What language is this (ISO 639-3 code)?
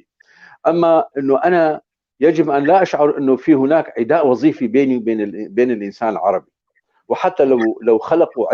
apc